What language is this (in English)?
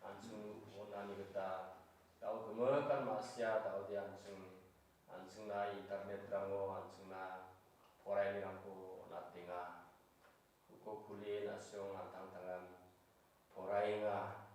Garo